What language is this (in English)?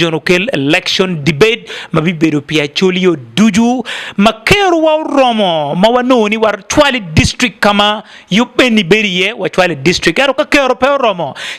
Acoli